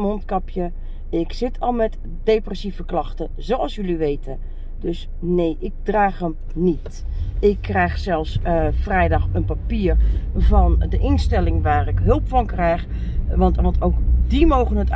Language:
Dutch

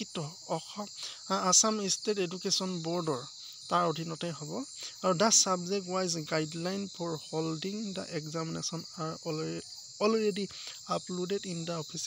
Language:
Assamese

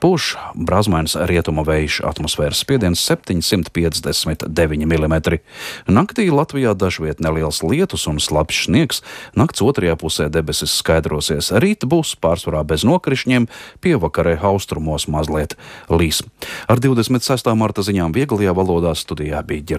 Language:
Latvian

